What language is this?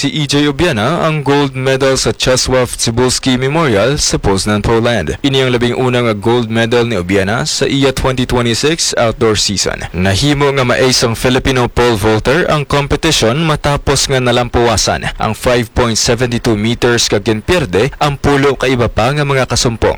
Hiligaynon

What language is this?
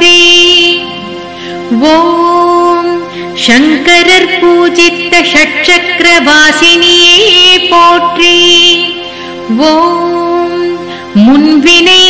Tamil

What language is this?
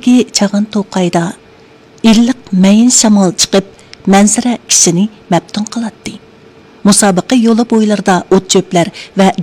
Uyghur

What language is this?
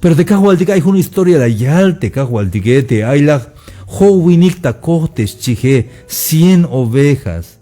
Tzeltal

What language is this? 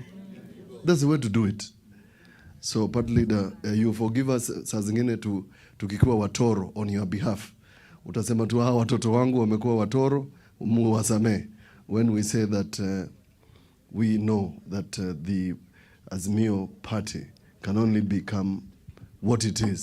Meru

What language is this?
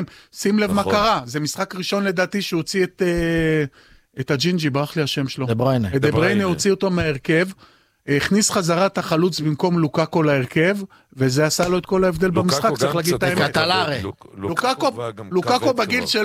Hebrew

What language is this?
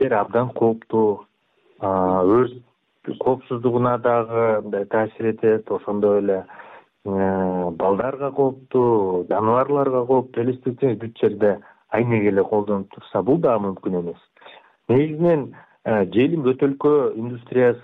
Kyrgyz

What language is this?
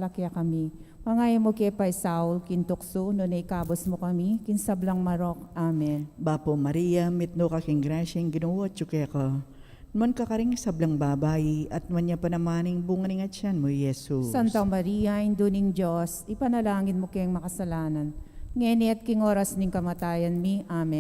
Pampanga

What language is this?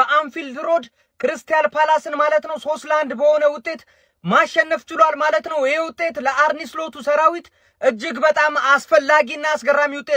Amharic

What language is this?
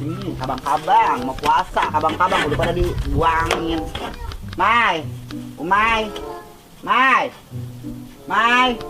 Betawi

